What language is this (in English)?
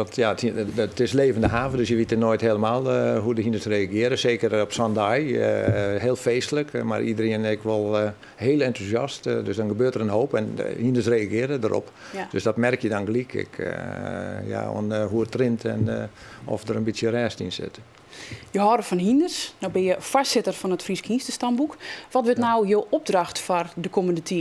Western Frisian